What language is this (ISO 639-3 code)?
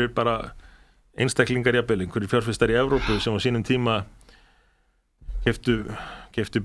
isl